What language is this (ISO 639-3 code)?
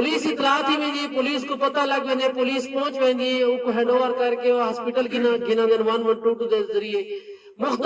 skr